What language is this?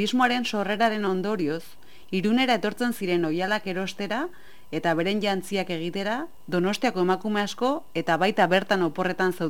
Basque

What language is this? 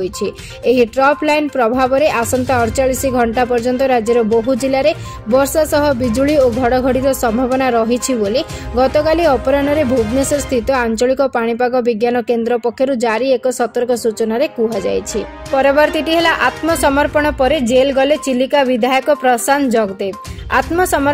Odia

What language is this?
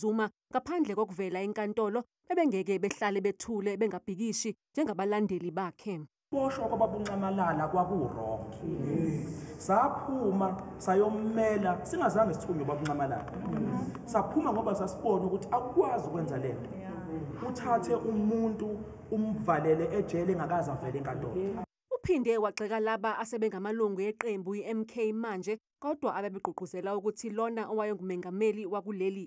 Zulu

